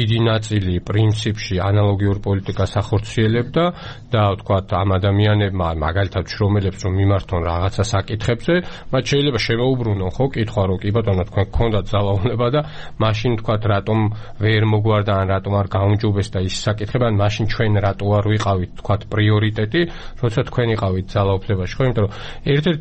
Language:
Georgian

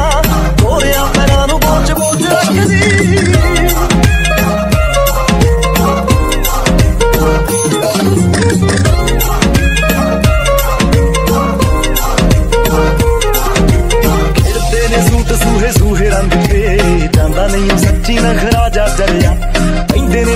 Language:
Punjabi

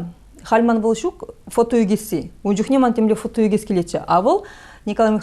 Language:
Chuvash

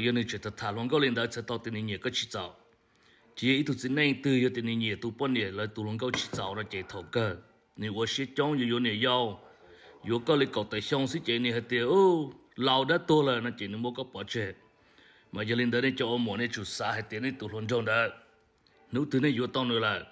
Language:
Hmong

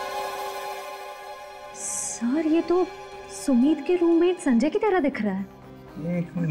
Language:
Hindi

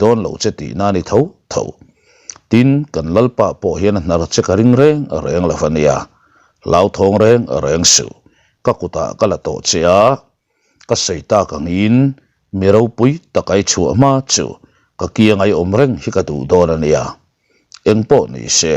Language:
Mizo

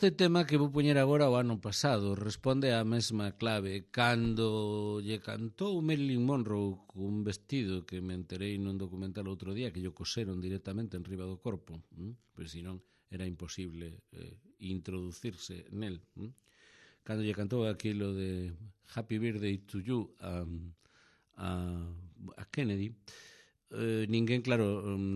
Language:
Galician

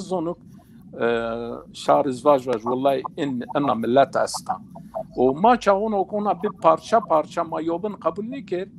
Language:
Zaza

